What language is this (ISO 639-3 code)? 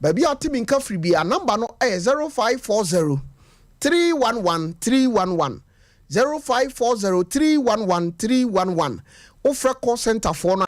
aka